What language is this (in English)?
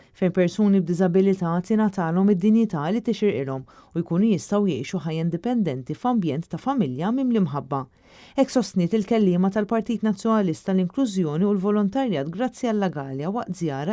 Maltese